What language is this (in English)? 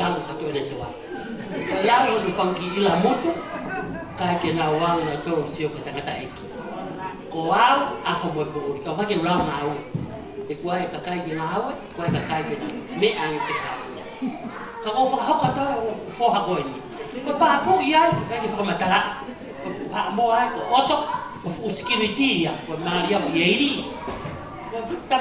Tongan